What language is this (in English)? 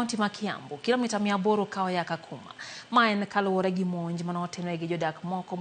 Luo (Kenya and Tanzania)